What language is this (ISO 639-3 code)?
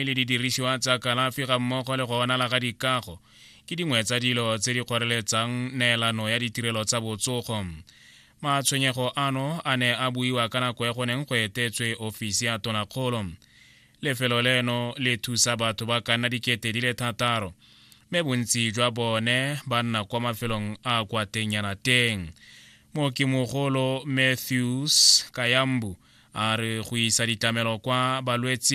tsn